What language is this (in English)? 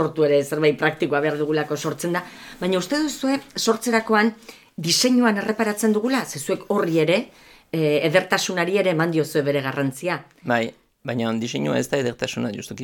Basque